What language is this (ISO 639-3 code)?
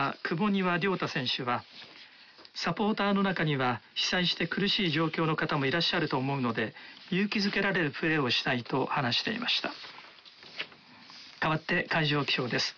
jpn